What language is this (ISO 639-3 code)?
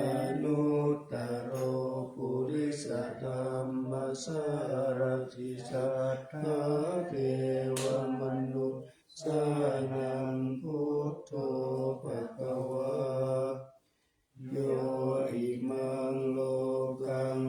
pli